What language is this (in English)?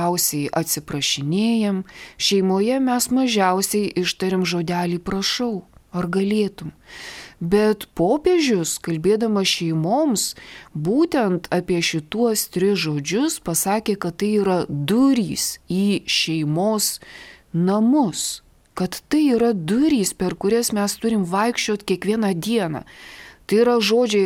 Lithuanian